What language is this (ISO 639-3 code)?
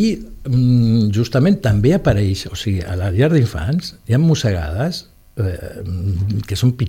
cat